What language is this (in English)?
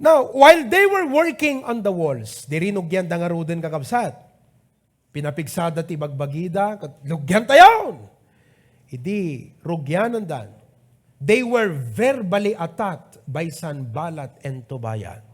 Iloko